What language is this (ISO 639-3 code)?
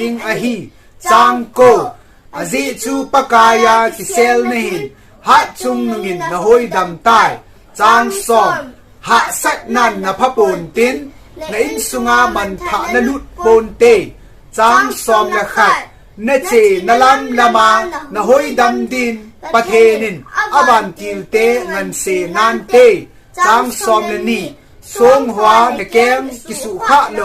tcz